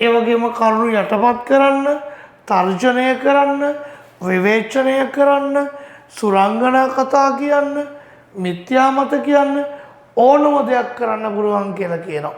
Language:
Sinhala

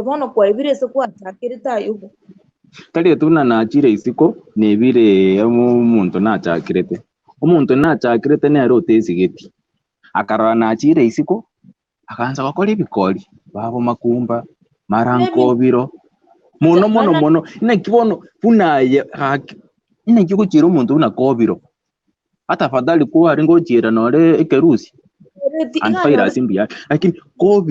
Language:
Gusii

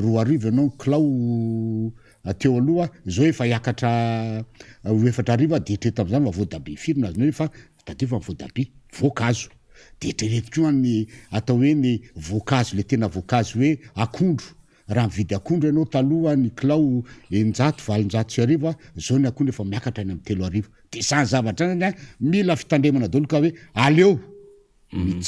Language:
Malagasy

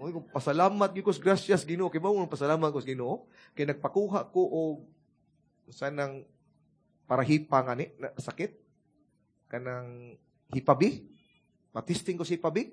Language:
Cebuano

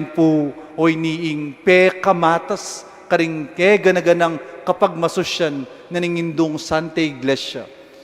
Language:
Pampanga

